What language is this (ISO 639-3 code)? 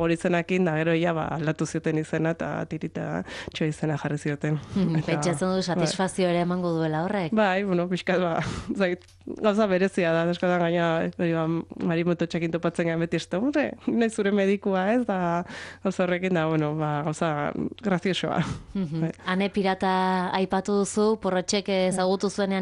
eus